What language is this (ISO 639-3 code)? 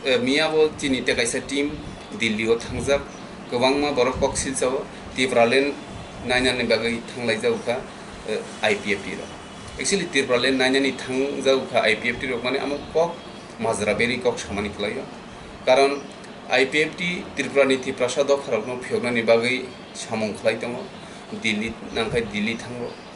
trp